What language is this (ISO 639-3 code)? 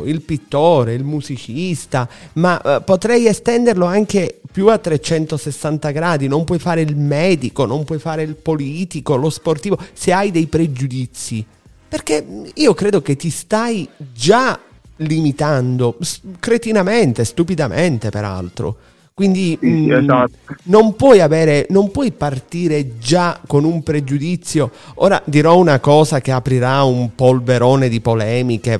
ita